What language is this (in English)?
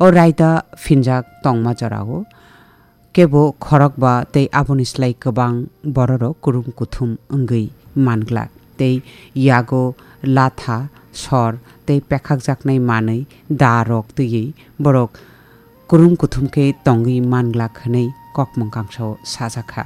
Kok Borok